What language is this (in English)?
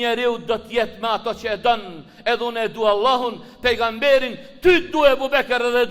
Albanian